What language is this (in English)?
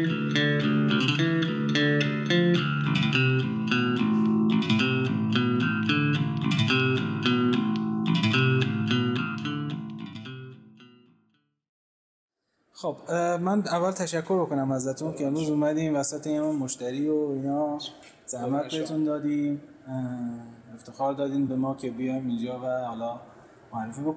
Persian